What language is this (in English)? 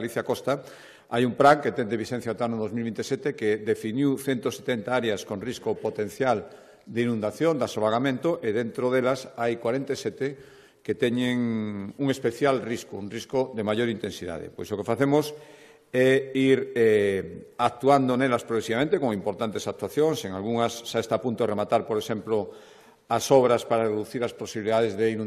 Galician